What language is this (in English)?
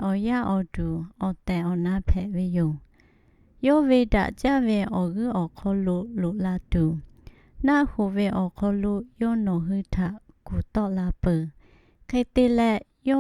Lahu